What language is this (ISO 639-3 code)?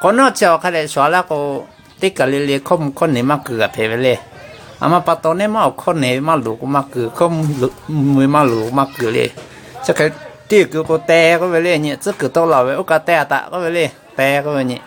lhu